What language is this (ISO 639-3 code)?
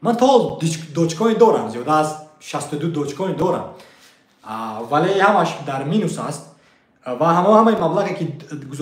tgk